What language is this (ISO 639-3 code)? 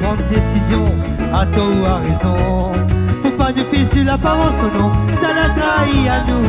rcf